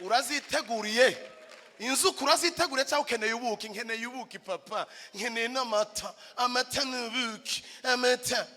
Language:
Rundi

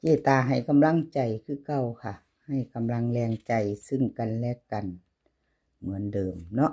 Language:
Northeastern Thai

